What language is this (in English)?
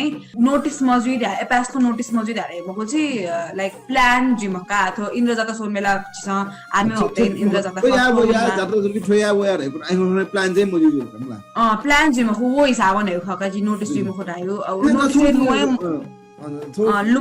Newari